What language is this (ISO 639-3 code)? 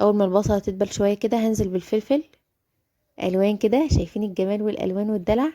arz